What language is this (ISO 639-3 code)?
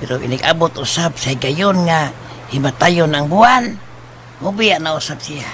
ceb